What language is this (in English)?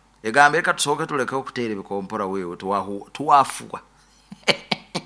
Nyoro